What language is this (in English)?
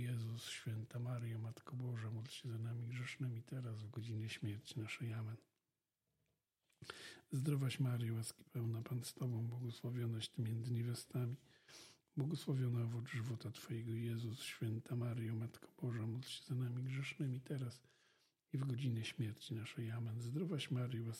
Polish